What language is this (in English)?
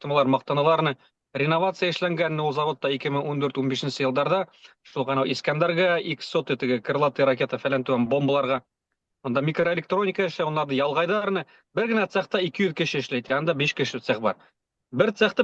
Bashkir